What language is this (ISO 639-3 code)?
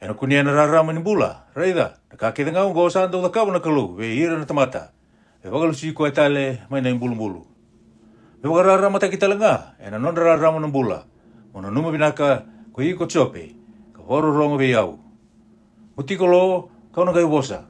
fij